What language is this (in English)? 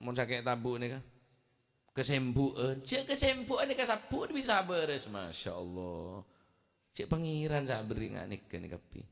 Madurese